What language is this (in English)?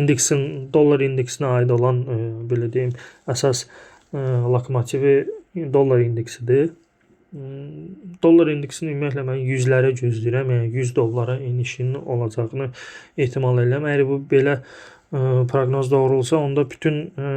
Azerbaijani